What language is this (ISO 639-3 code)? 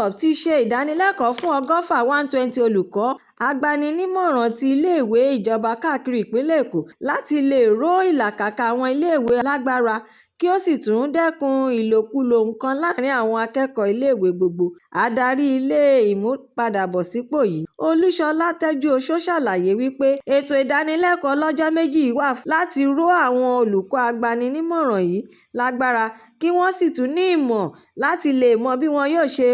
yor